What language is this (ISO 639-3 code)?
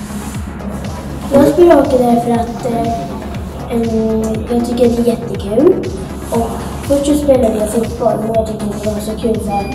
swe